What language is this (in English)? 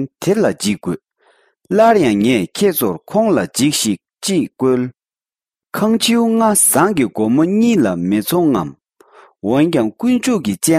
Tibetan